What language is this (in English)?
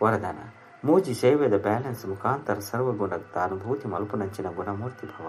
Tulu